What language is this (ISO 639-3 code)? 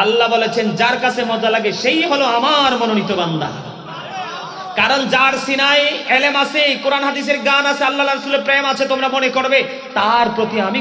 ben